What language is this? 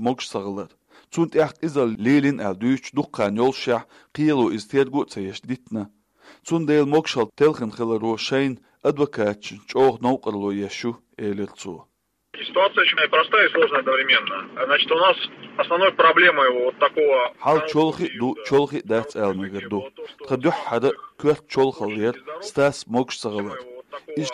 Chechen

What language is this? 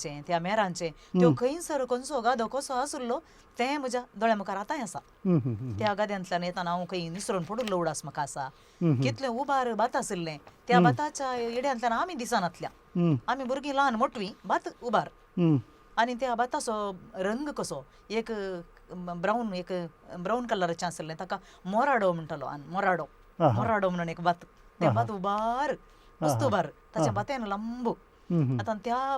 Konkani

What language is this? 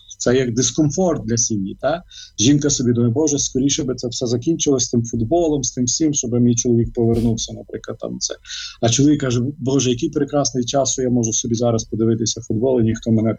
Ukrainian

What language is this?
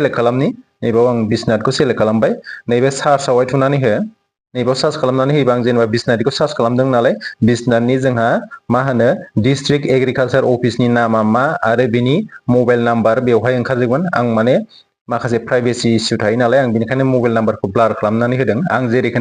Bodo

